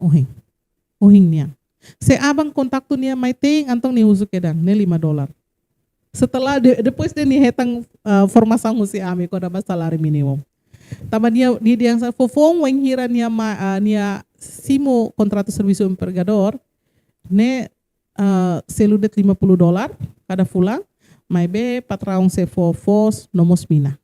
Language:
Tetum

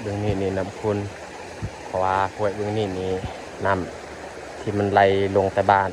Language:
Lao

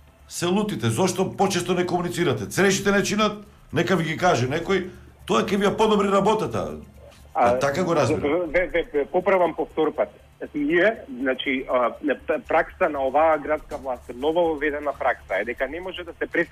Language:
Macedonian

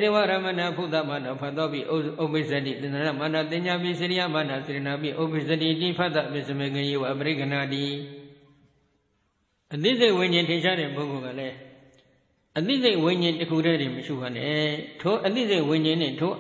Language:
Burmese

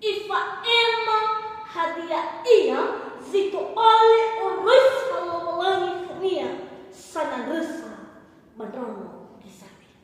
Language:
Nias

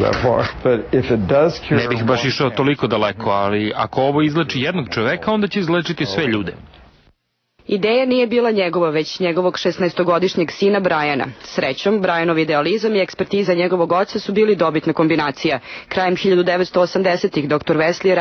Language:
Serbian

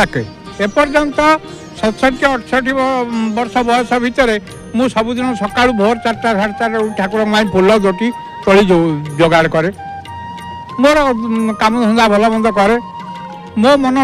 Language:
Odia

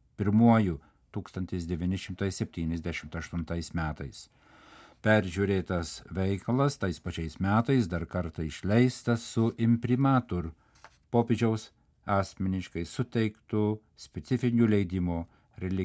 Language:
Lithuanian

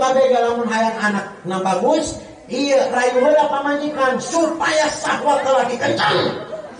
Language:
Sundanese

